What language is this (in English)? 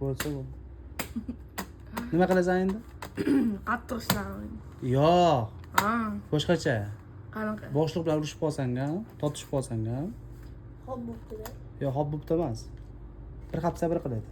Uzbek